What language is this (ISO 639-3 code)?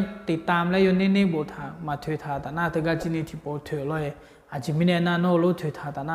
ahk